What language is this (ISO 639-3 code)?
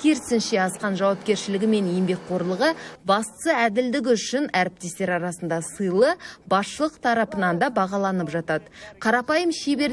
kaz